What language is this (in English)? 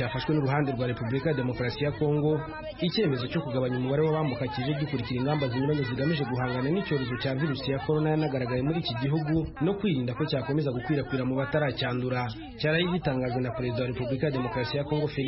Kinyarwanda